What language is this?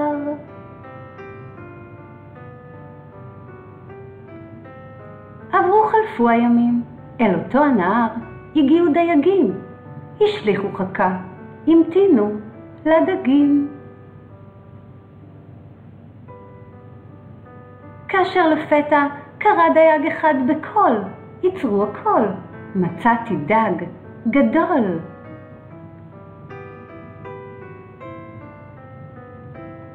Hebrew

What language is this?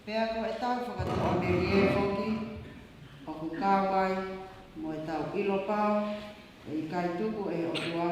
Tongan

